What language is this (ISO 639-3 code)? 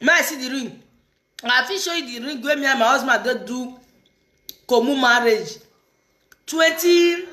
pcm